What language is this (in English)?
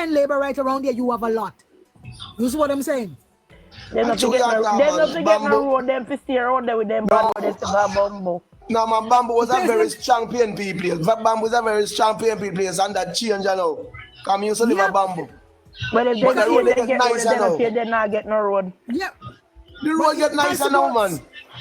Jamaican Creole English